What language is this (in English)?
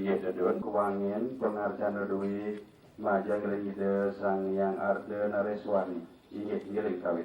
Balinese